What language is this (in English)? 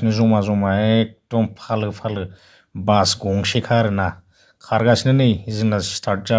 Bodo